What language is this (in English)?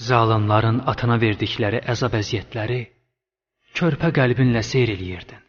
Azerbaijani